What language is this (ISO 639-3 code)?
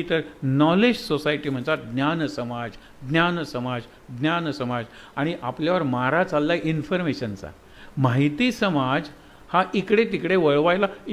mar